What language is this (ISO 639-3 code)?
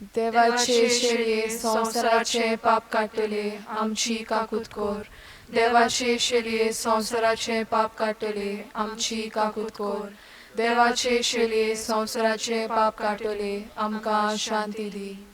kok